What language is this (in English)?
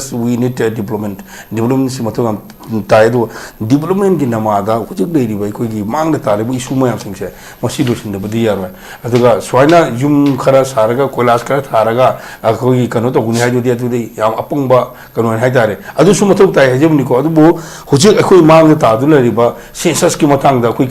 Manipuri